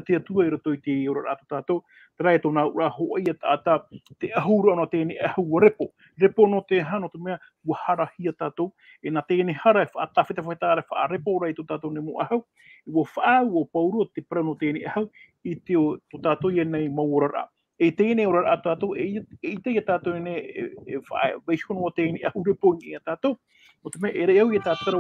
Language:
Tahitian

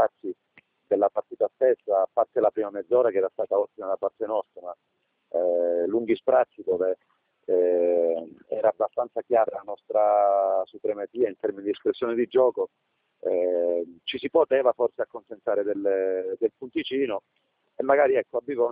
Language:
Italian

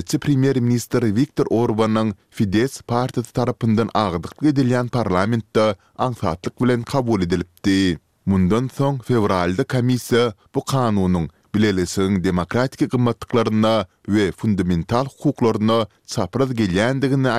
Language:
Turkmen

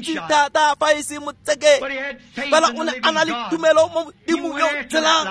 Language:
Tswana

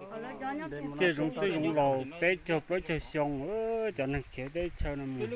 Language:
Hmong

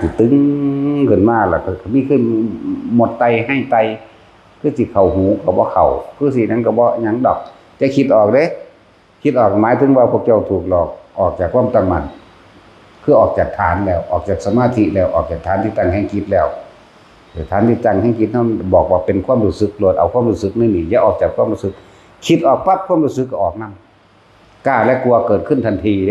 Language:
Northeastern Thai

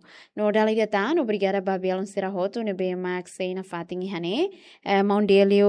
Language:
Tetum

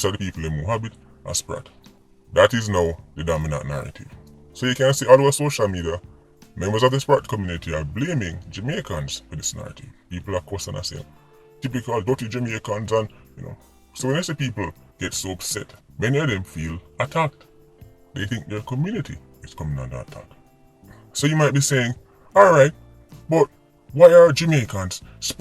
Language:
Jamaican Creole English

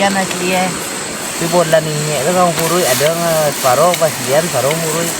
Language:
Minangkabau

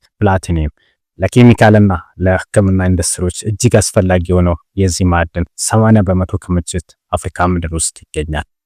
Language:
Amharic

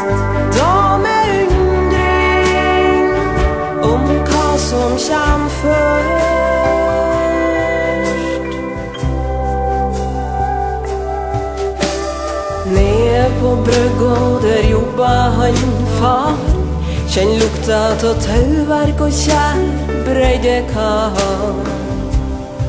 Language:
Norwegian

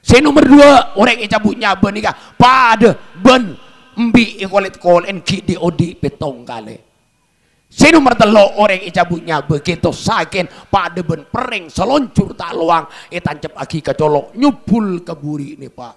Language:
Madurese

